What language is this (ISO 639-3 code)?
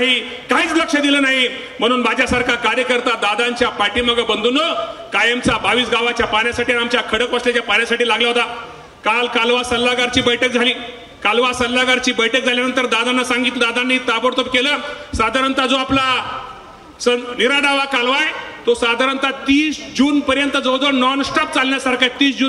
mar